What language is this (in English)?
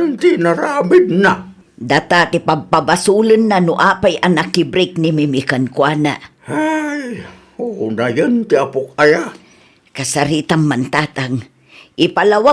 Iloko